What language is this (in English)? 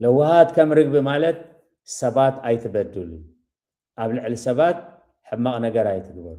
Tigrinya